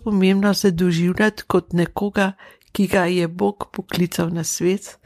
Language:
Slovenian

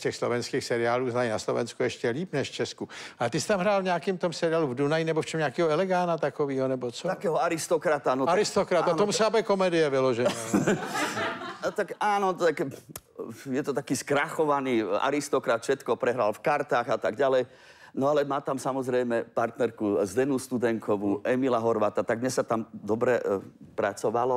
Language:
Czech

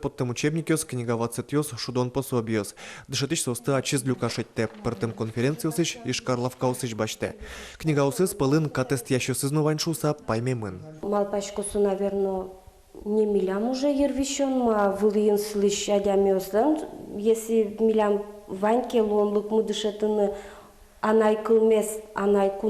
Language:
Udmurt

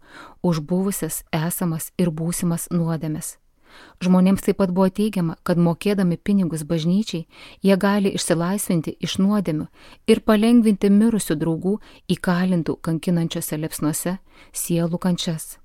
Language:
Lithuanian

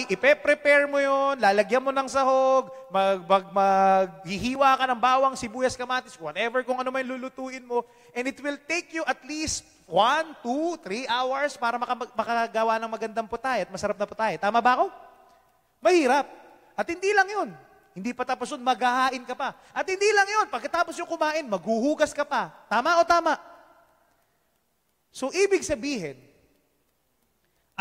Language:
Filipino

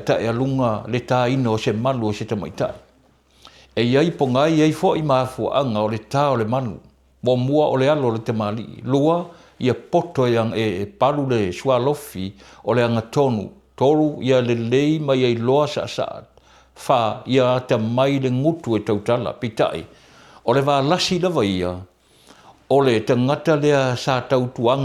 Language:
Samoan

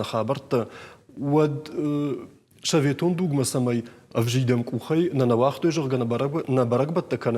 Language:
Ossetic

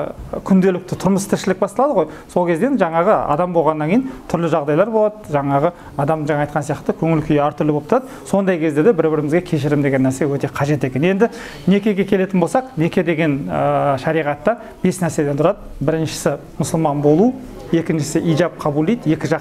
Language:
Kazakh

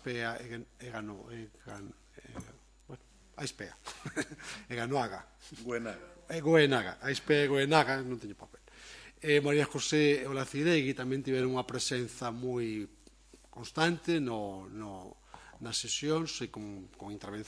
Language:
Galician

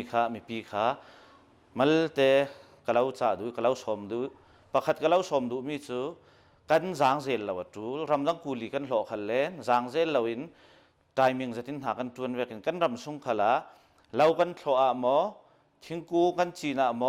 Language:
Hakha Chin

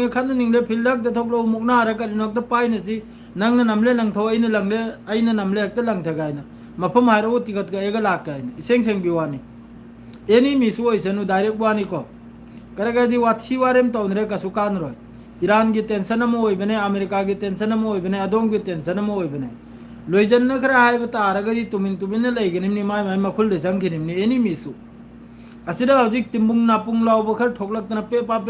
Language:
Manipuri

